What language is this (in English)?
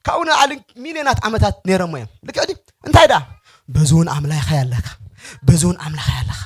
Tigrinya